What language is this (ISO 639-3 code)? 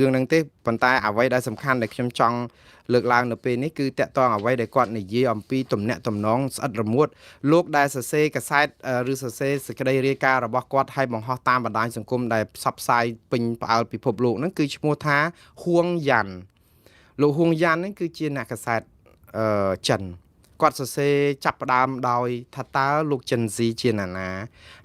khm